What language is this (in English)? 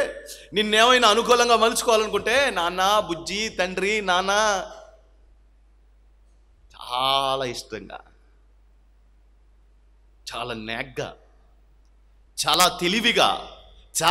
Telugu